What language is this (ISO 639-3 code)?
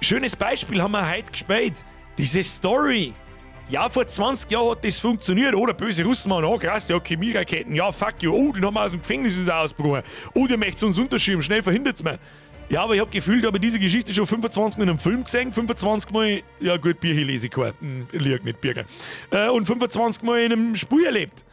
bar